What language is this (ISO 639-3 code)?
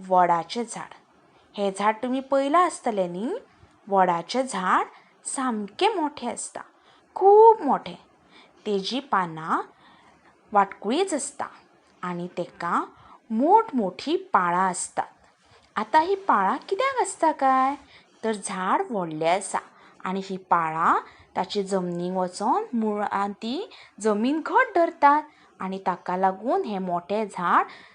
kok